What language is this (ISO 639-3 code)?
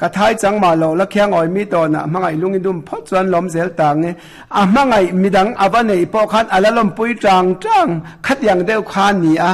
lus